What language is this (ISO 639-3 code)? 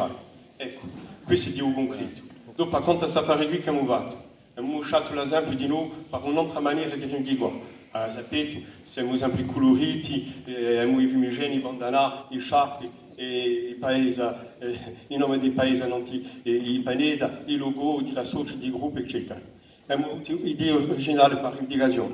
cos